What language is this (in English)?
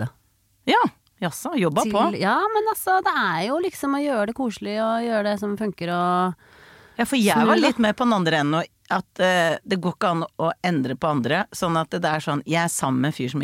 Norwegian